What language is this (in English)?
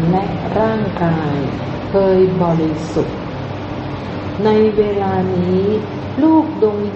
Thai